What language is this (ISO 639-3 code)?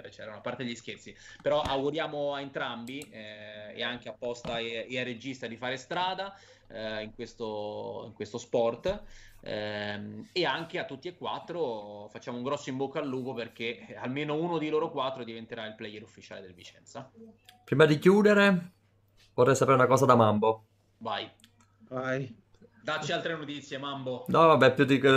ita